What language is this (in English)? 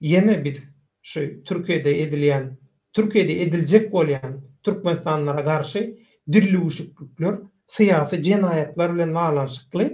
Turkmen